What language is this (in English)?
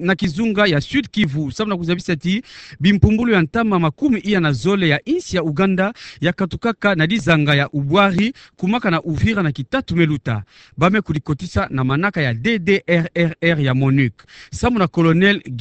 Kituba (Democratic Republic of Congo)